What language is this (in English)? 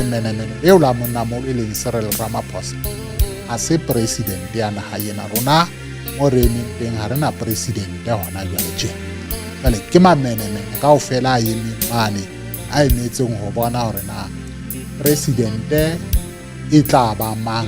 Southern Sotho